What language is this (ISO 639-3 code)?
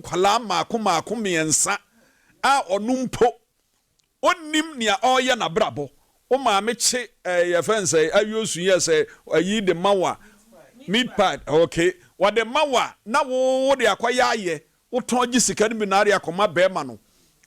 aka